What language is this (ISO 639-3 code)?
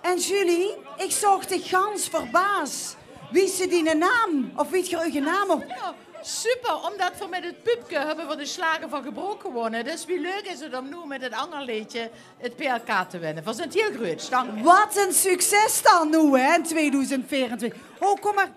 lim